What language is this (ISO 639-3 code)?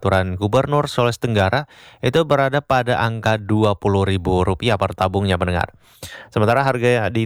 ind